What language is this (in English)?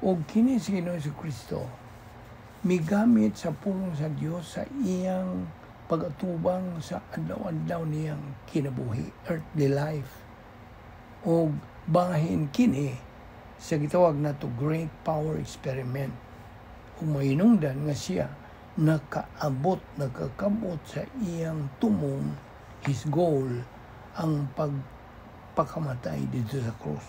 Cebuano